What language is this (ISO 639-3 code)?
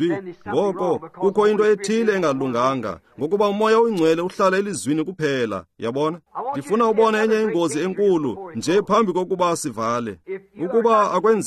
xho